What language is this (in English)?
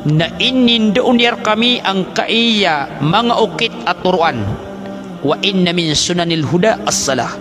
Maranao